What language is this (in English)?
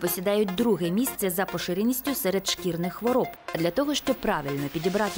Ukrainian